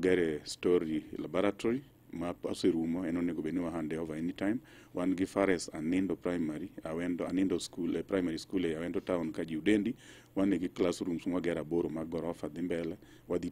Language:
Luo (Kenya and Tanzania)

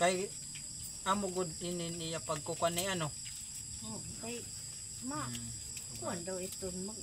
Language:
Waray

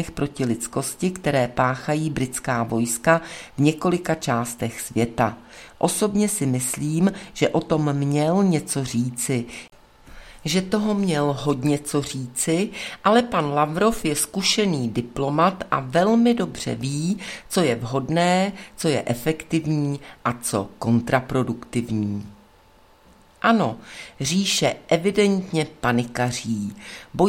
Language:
Czech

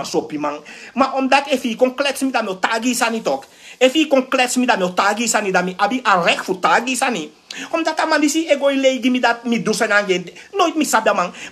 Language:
Sranan Tongo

